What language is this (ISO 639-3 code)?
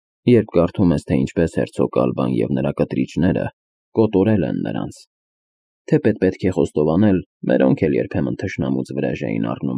hye